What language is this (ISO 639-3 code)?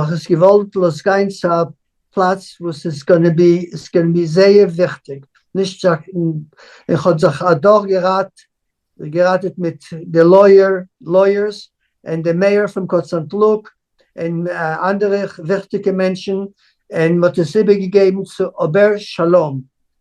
yid